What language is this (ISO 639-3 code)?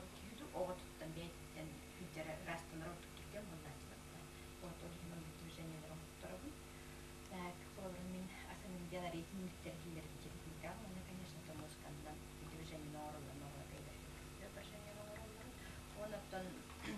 sah